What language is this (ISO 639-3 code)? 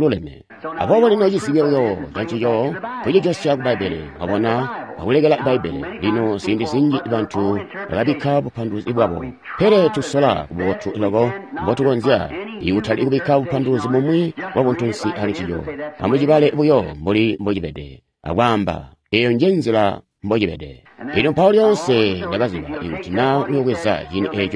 toi